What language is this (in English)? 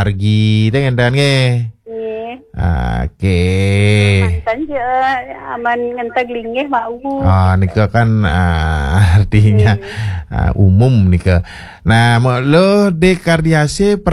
Balinese